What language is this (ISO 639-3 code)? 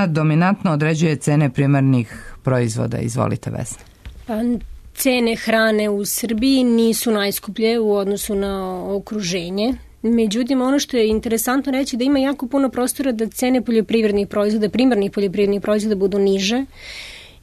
srp